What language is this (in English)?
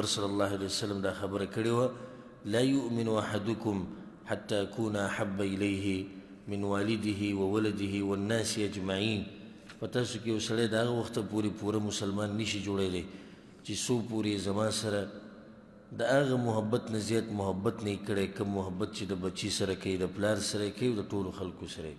Pashto